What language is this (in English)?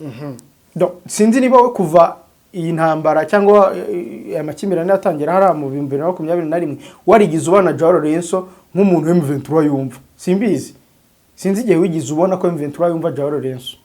Kinyarwanda